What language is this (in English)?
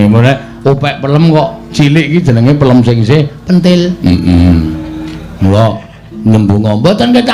Javanese